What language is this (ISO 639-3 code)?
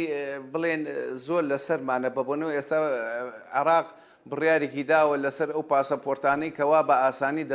ckb